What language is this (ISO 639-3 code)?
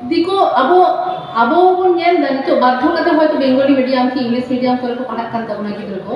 sat